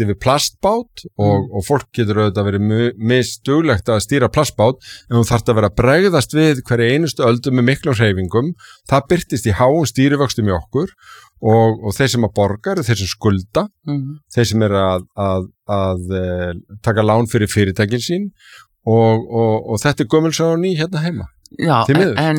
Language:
Icelandic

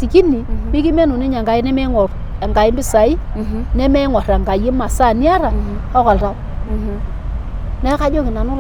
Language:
Masai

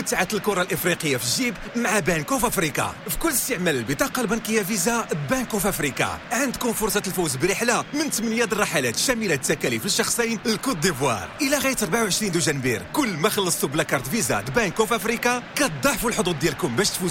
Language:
Moroccan Arabic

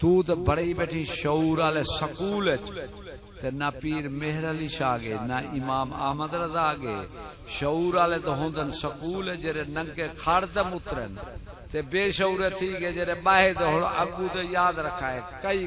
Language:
Saraiki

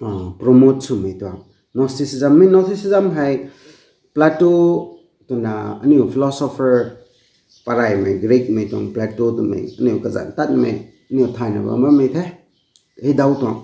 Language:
Rongmei Naga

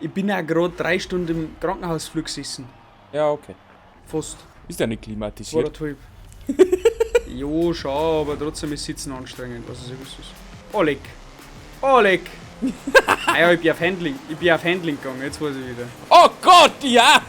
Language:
Bavarian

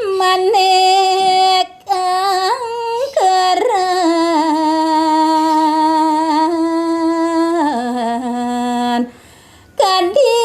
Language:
Balinese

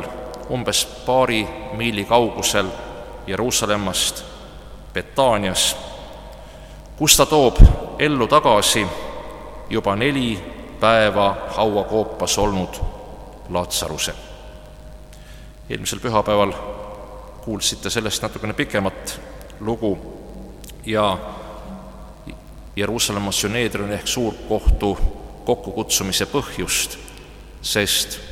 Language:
Estonian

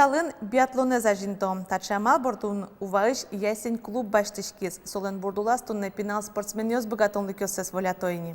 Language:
Udmurt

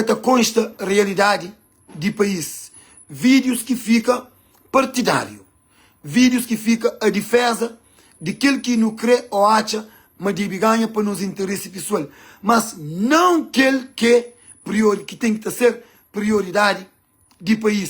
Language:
Kabuverdianu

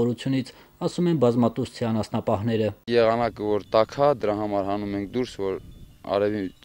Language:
Armenian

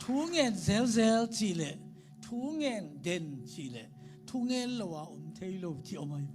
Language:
Tedim Chin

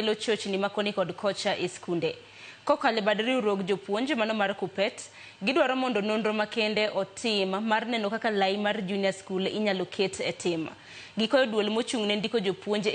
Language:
Luo (Kenya and Tanzania)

